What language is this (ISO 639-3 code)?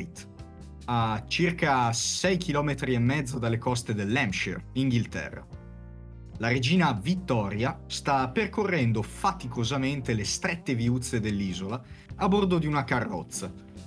ita